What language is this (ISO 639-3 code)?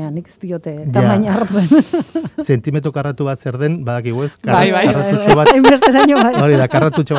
eus